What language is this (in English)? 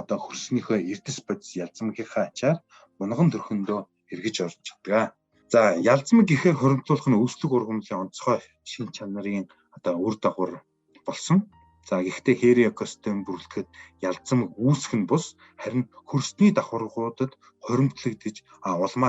Mongolian